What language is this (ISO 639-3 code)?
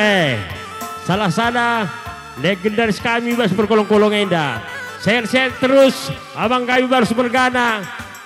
btx